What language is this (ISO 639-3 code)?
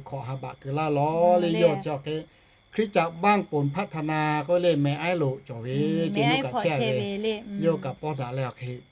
lhu